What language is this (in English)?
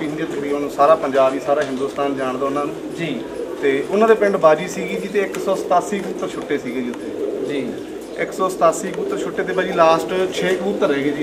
Punjabi